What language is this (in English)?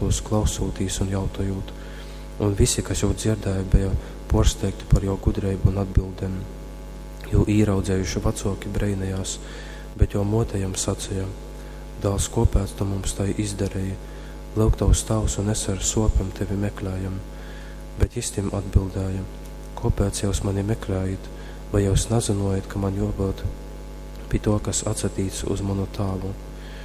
Latgalian